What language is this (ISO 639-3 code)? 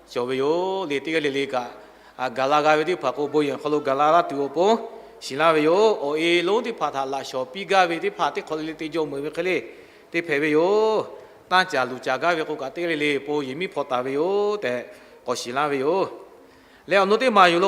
lhu